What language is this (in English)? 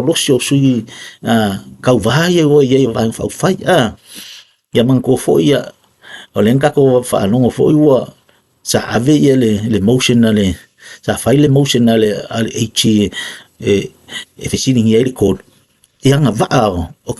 Samoan